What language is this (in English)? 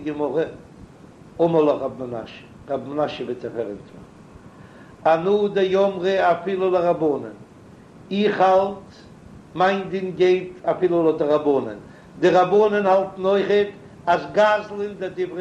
Yiddish